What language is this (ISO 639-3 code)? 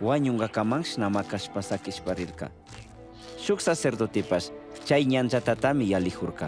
qug